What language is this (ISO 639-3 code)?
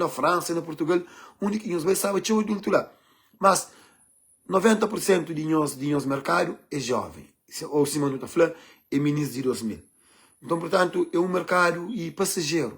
kea